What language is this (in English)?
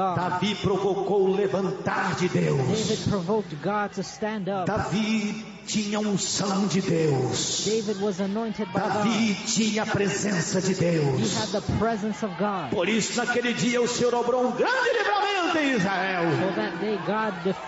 Portuguese